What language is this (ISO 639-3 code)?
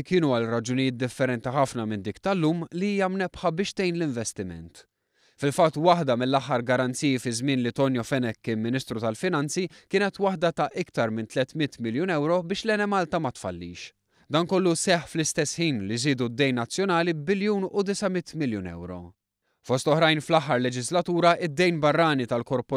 mlt